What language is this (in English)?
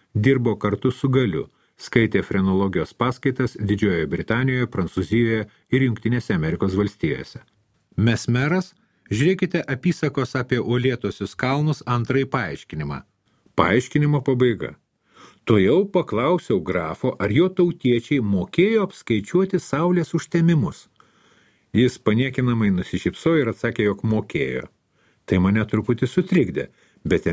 Lithuanian